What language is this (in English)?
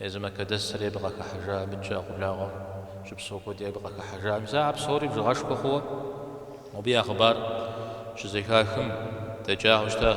Kabardian